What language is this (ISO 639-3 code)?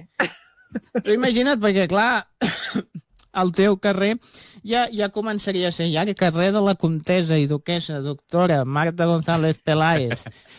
cat